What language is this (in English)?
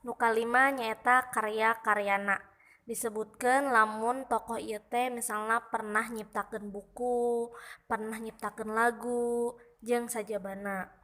Sundanese